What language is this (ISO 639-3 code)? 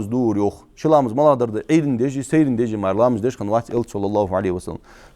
inh